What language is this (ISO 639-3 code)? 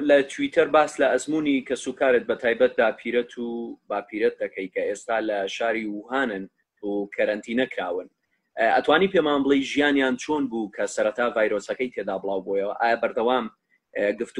ckb